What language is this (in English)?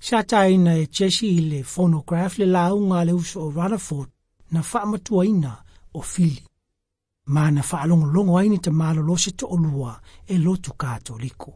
Samoan